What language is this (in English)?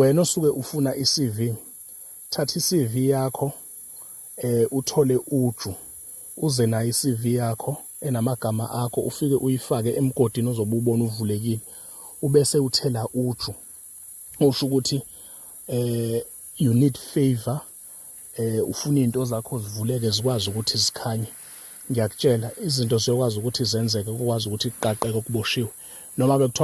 Zulu